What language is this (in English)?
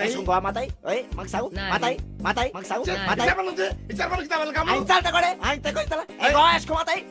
Konkani